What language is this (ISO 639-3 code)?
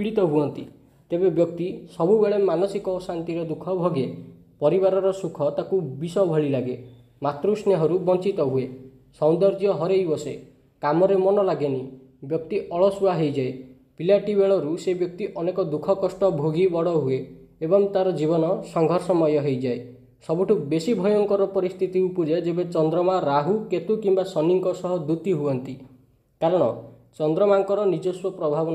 ori